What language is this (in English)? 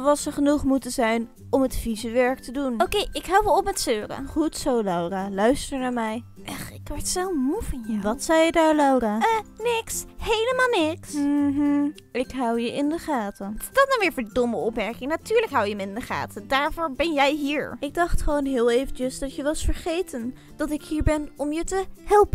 Dutch